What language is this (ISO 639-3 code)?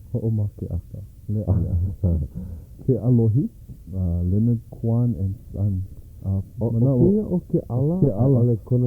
haw